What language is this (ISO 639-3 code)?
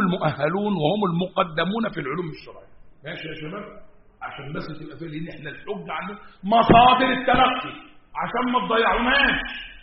ara